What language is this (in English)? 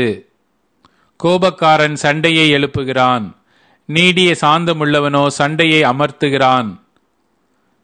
Tamil